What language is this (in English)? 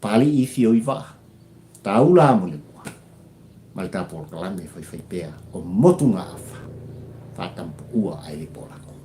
Samoan